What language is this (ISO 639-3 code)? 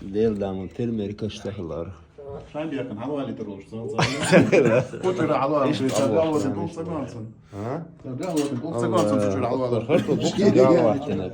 che